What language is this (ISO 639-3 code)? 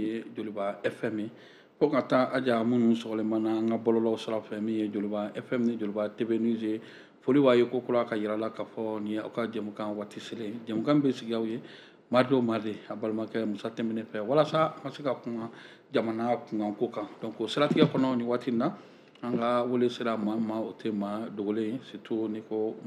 bam